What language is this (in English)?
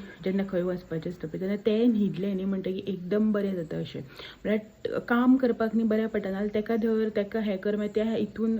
Konkani